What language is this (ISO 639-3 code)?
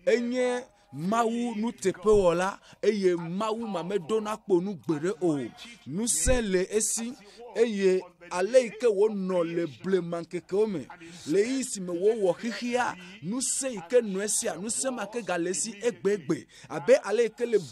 ewe